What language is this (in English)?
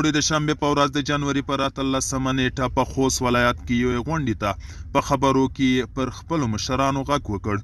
Pashto